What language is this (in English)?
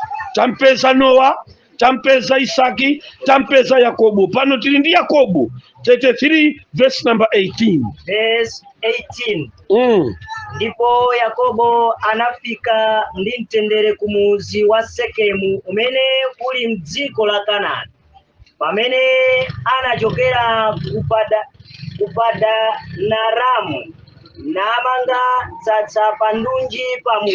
Nyanja